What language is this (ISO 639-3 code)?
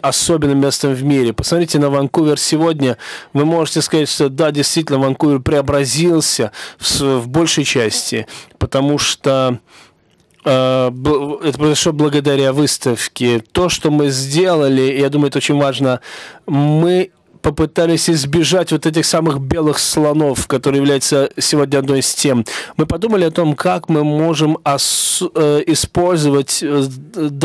rus